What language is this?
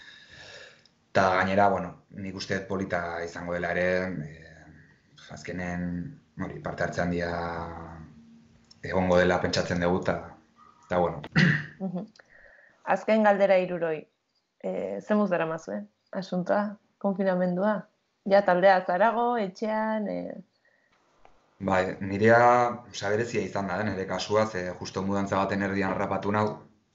Basque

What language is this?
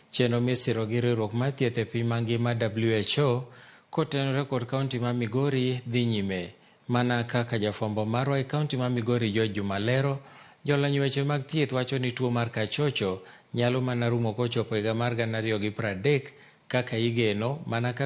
Luo (Kenya and Tanzania)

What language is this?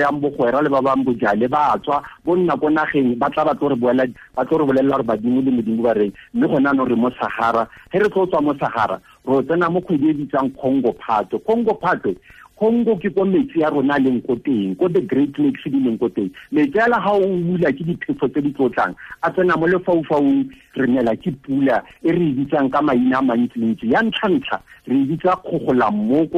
Tswana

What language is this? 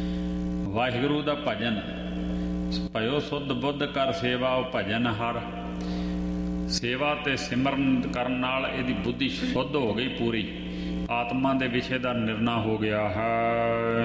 Punjabi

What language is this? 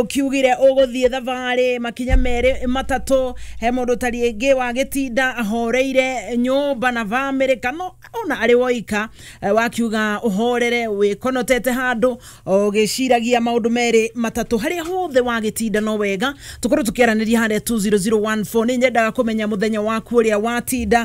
Kikuyu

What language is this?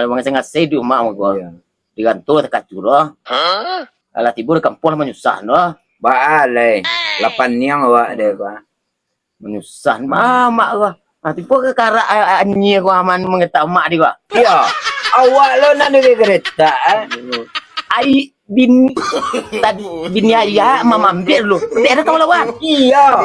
Minangkabau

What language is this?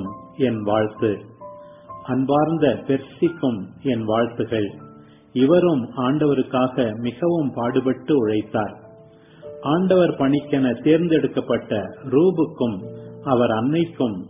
Tamil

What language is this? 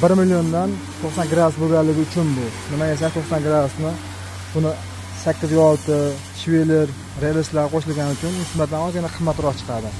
Uzbek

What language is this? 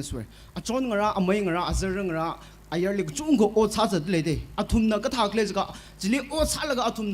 Tangkhul Naga (India)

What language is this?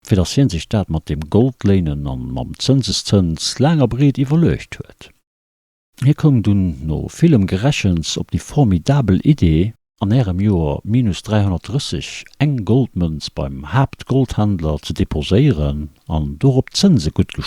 Luxembourgish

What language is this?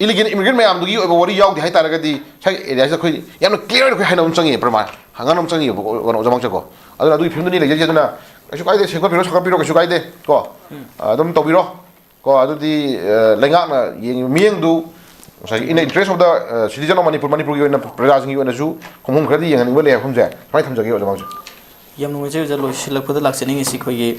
Manipuri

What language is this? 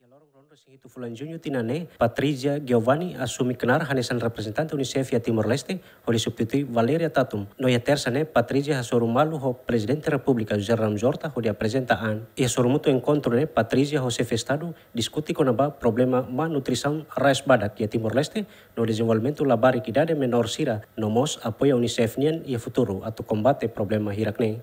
Tetum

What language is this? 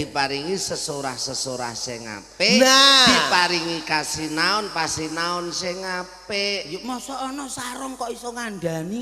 Javanese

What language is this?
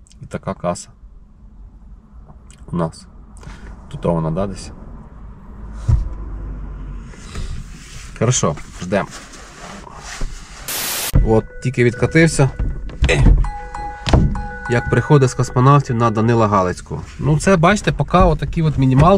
Ukrainian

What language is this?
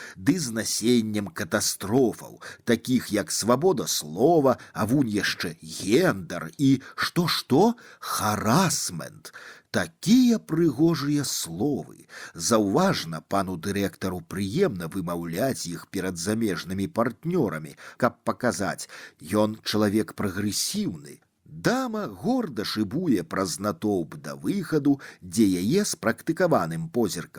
Belarusian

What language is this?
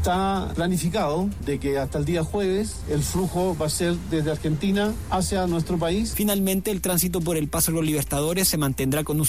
Spanish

